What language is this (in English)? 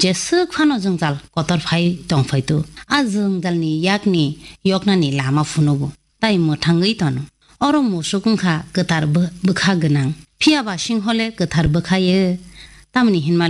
Kok Borok